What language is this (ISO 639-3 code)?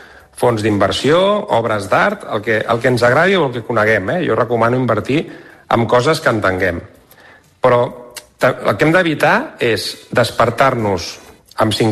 cat